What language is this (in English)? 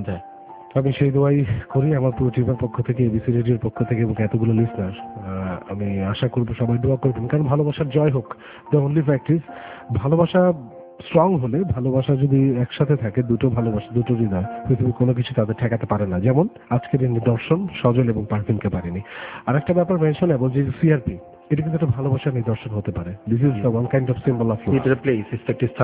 Bangla